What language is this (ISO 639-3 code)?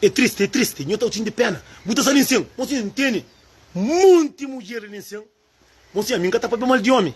kea